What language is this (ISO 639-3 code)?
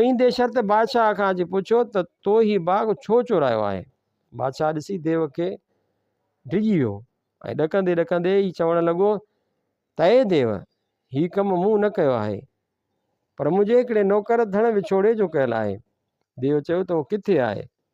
snd